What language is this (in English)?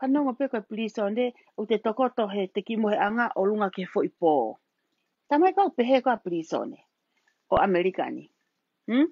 Tongan